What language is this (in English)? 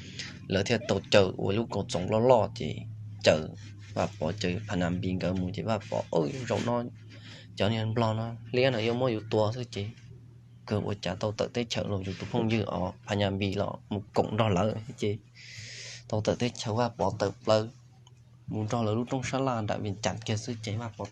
Hmong